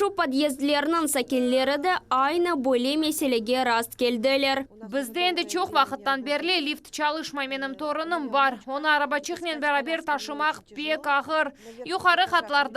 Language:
Crimean Tatar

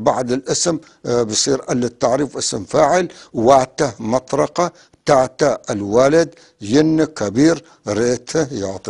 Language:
North Levantine Arabic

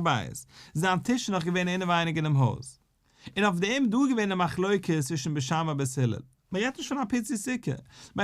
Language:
Yiddish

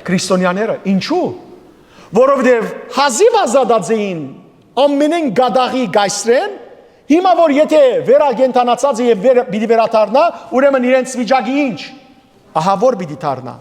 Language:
Western Armenian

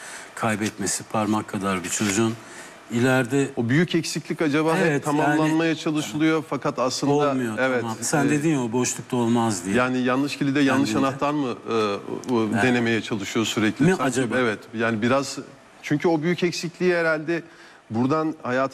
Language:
Turkish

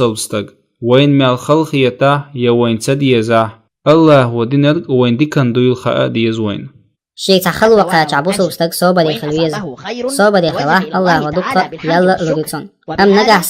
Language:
Chechen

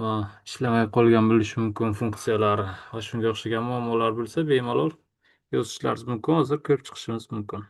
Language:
Uzbek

